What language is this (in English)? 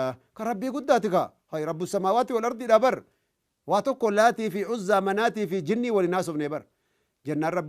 Oromo